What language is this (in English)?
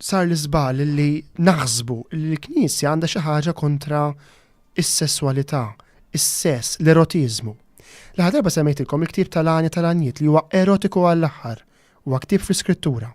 Maltese